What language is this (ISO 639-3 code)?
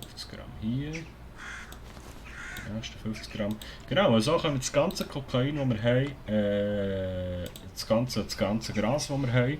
gsw